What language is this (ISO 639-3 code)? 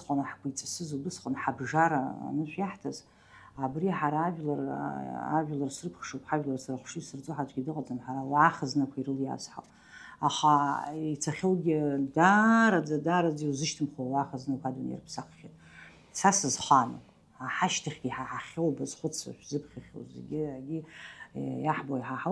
abk